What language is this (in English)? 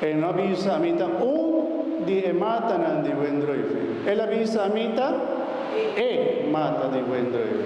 Papiamento